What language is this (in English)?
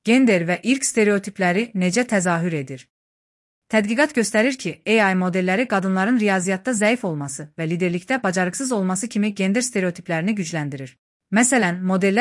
Azerbaijani